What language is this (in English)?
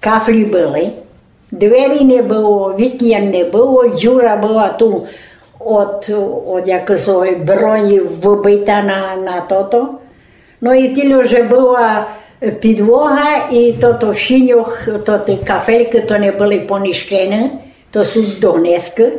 Rusyn